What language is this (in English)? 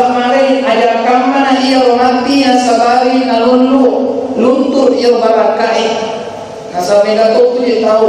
Buginese